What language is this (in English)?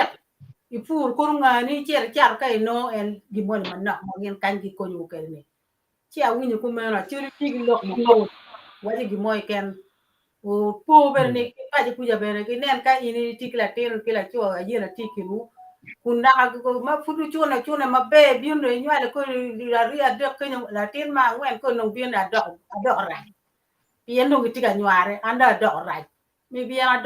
Acoli